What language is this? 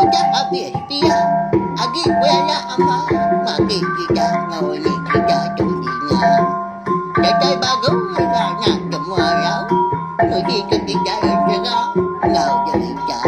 Iban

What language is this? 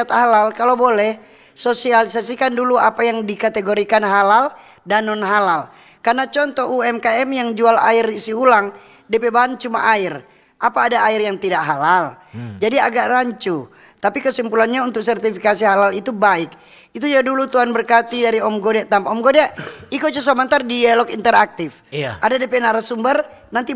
Manado Malay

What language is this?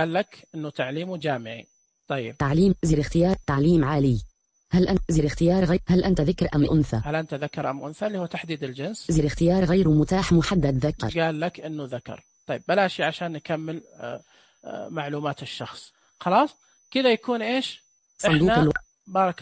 Najdi Arabic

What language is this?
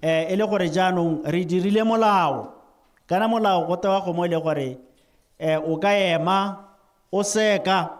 Tswana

